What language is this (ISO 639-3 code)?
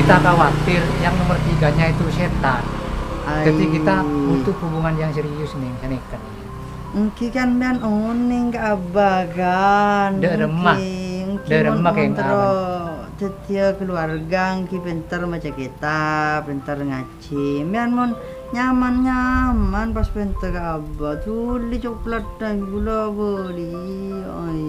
mad